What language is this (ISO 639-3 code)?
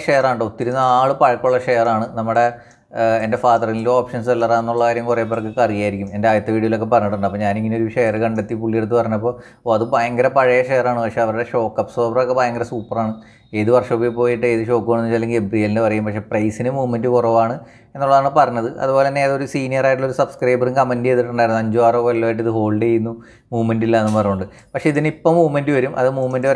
mal